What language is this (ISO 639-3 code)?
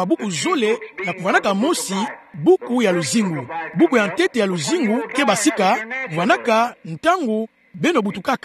ktu